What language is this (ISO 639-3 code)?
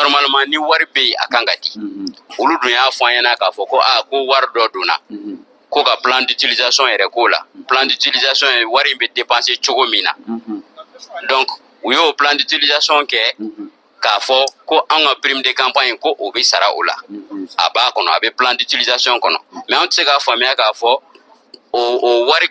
bam